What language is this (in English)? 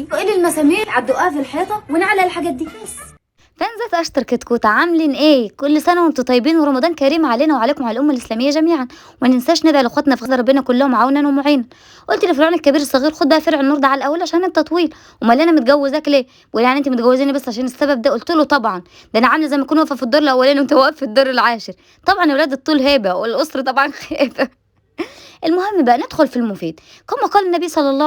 Egyptian Arabic